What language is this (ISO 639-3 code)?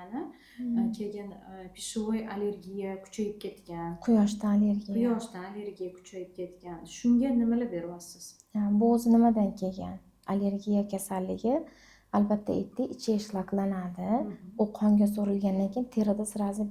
uzb